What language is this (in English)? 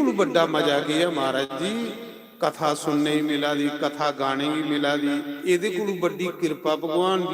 Dogri